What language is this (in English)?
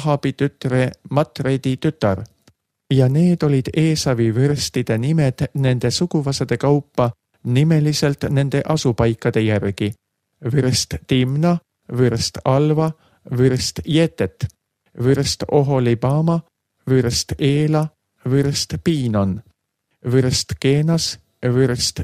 Estonian